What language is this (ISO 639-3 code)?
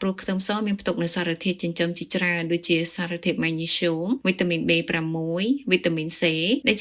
khm